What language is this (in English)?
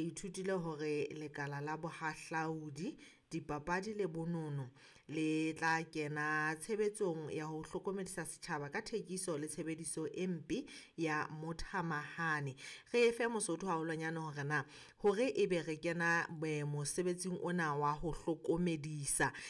Southern Sotho